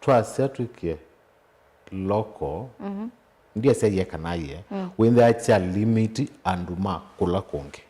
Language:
Kamba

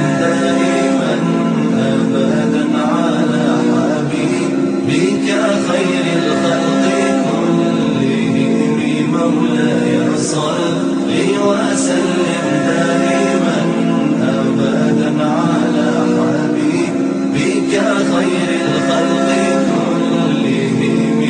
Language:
Urdu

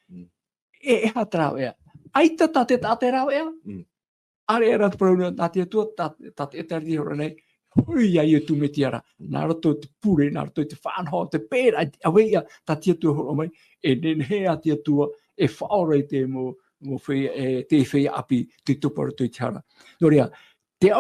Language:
Tahitian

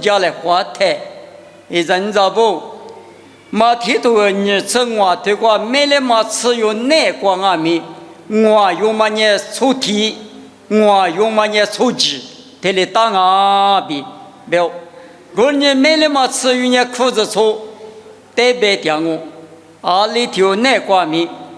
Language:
Lisu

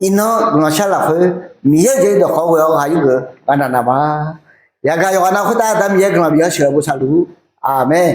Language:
Akha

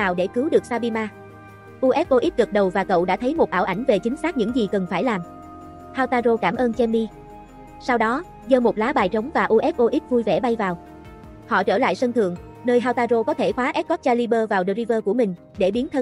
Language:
Vietnamese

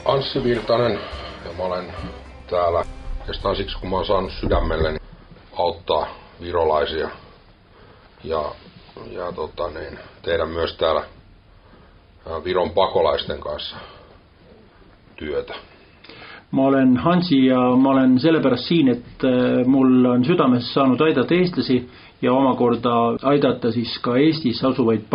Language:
Estonian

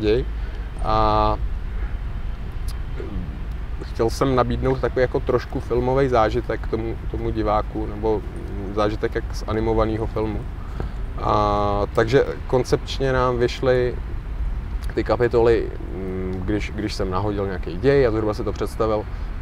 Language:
Czech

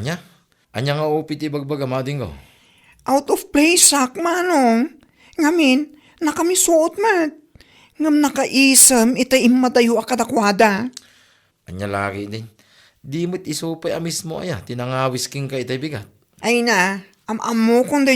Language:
Iloko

